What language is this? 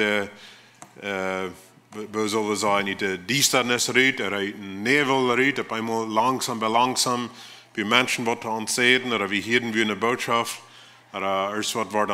Plautdietsch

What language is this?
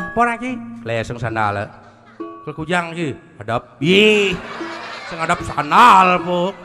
Balinese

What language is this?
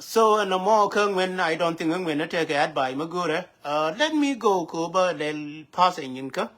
Nuer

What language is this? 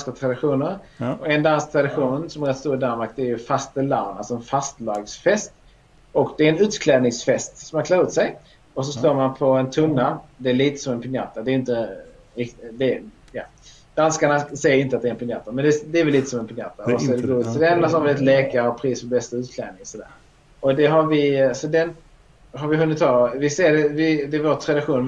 Swedish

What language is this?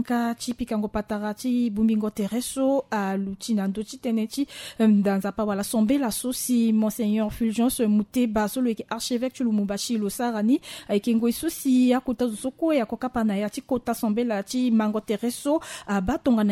Sango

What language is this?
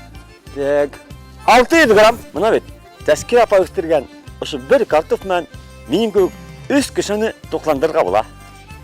Bashkir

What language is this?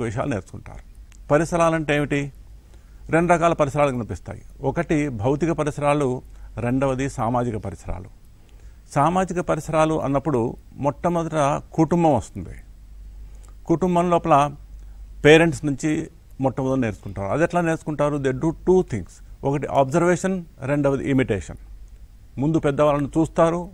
Telugu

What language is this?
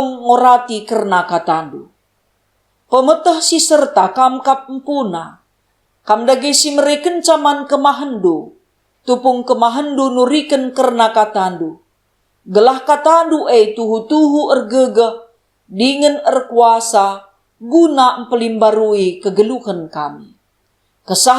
Batak Karo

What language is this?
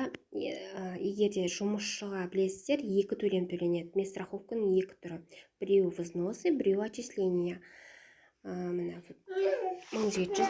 Kazakh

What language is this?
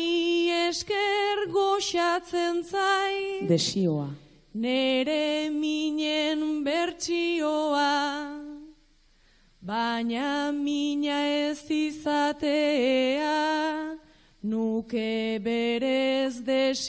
Basque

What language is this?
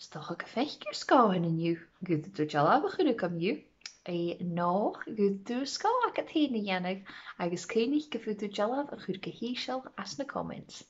Scottish Gaelic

